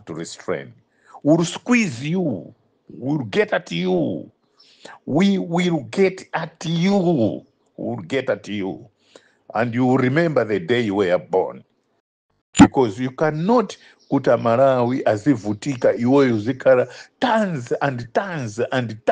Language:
Nyanja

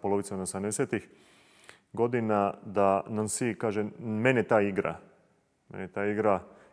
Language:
Croatian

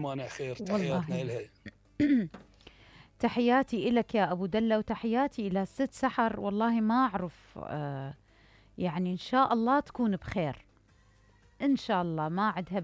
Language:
Mesopotamian Arabic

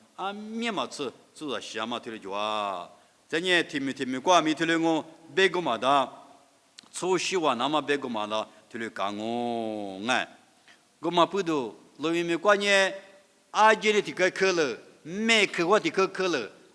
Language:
Lisu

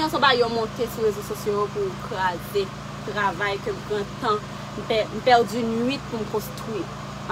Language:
Haitian Creole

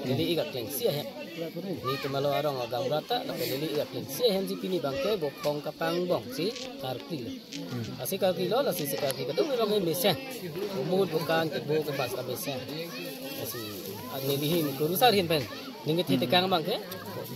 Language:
Karbi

